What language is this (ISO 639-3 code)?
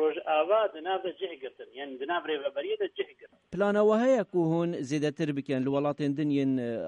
kur